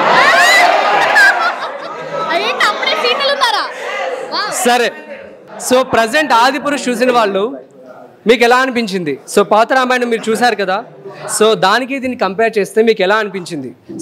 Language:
Telugu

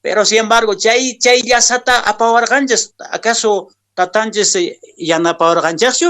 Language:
Quechua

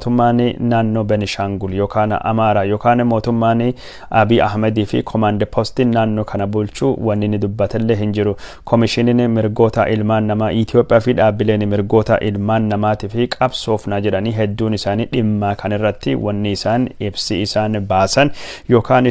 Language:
Oromo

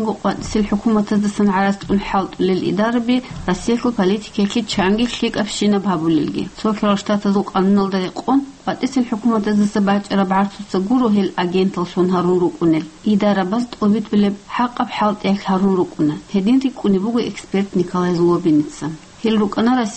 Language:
Avaric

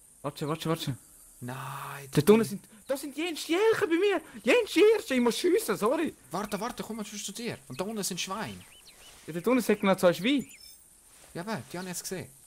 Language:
Swiss German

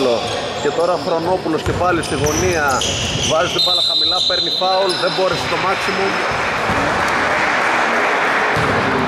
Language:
Greek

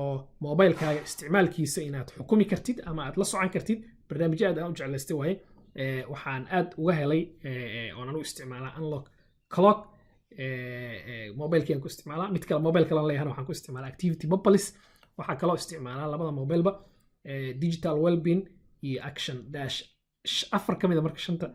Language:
Somali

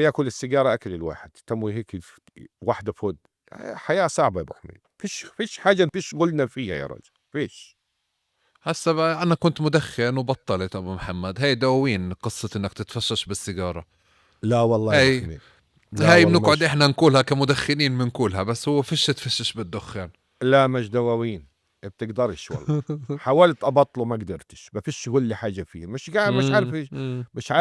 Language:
North Levantine Arabic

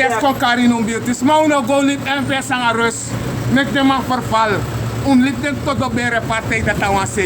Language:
Sranan Tongo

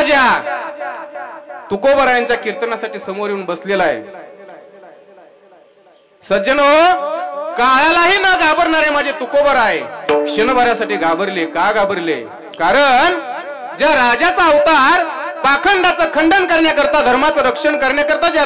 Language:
Marathi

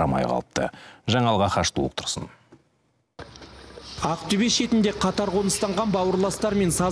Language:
Kazakh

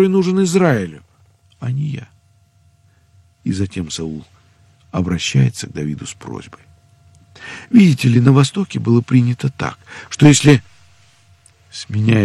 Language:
Russian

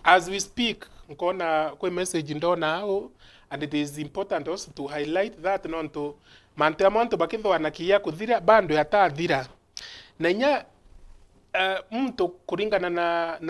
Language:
Meru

